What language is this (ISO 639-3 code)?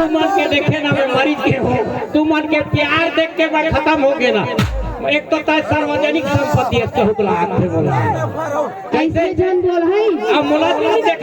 hne